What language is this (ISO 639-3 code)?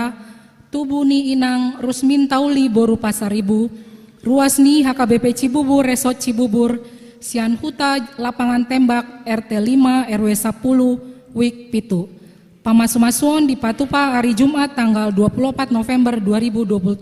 bbc